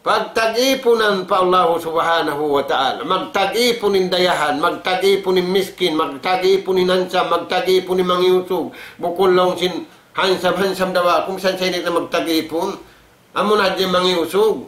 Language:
Tausug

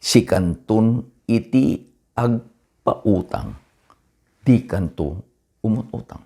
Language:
Iloko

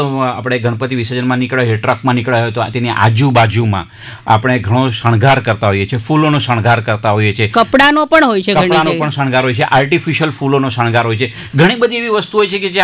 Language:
Gujarati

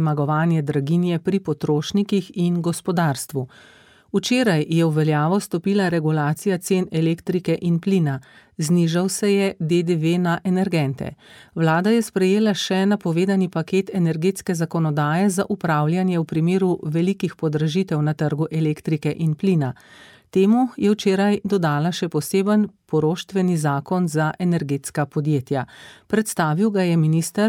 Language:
Slovenian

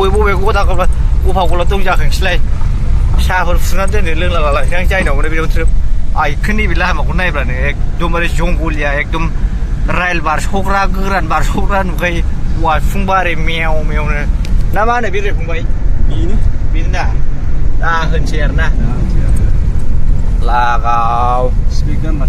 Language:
Bodo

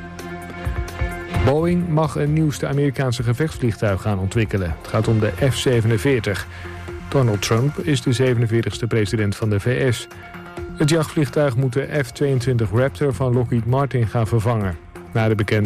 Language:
Dutch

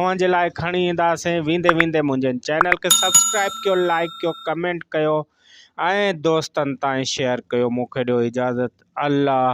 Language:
Sindhi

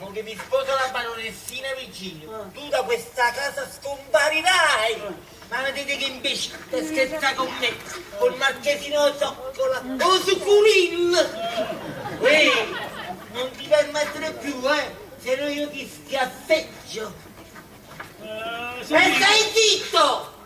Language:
Neapolitan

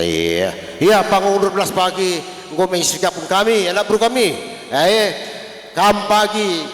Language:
Batak Karo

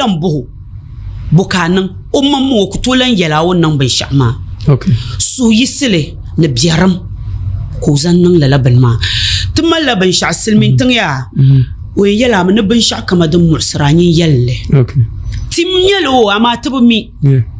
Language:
Dagbani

